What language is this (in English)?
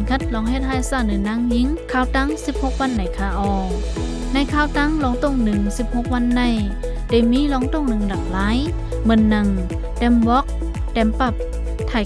Shan